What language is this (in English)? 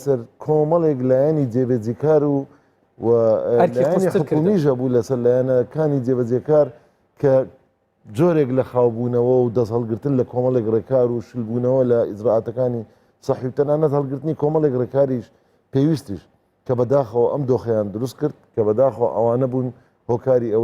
Central Kurdish